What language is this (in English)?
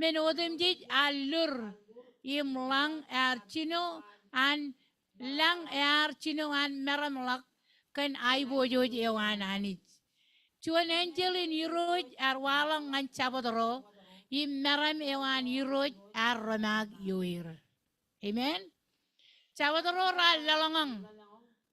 Marshallese